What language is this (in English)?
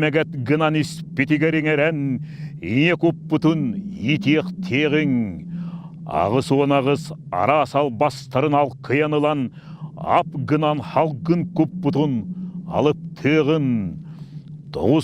Yakut